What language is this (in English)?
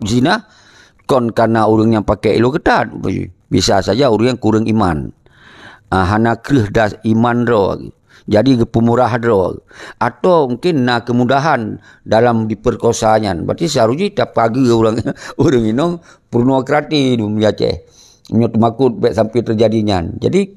Achinese